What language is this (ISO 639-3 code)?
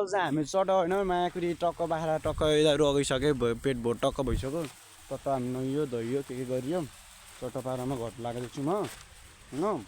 nep